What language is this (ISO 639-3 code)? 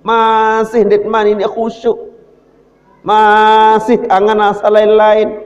sas